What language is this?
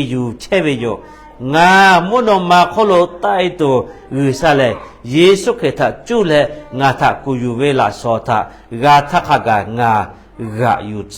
Lahu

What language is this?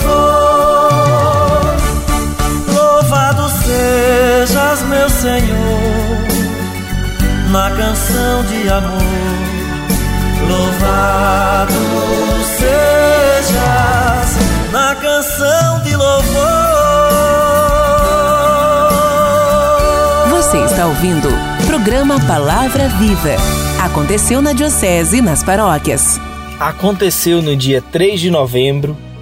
Portuguese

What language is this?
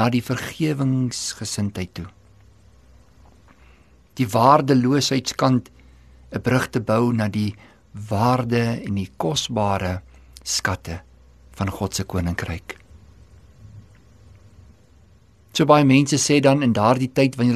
Afrikaans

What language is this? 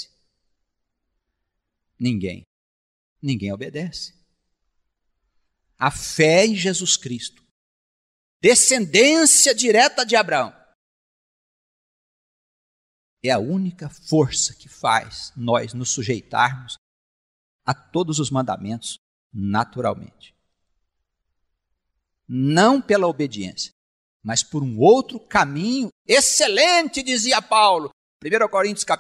Portuguese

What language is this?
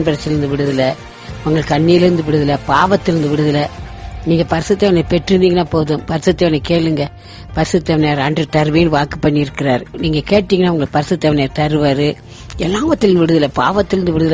Tamil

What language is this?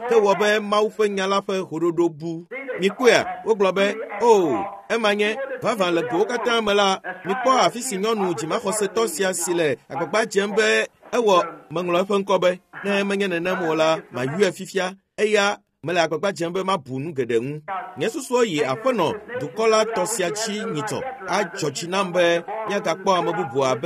Ewe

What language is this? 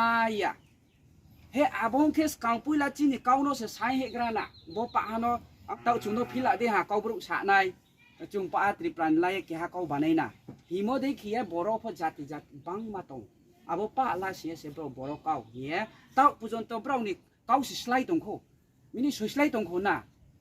Riang (India)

